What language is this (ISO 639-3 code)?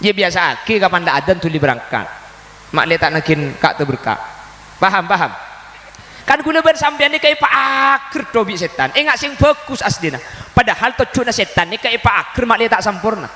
mad